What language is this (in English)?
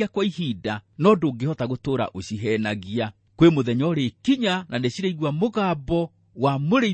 Kikuyu